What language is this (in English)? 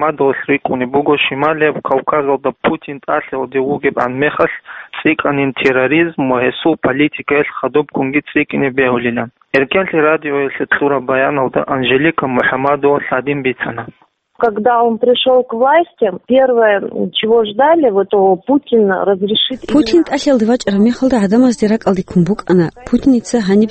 Avaric